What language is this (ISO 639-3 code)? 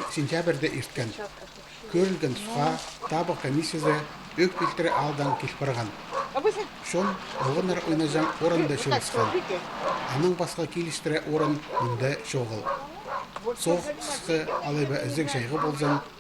kjh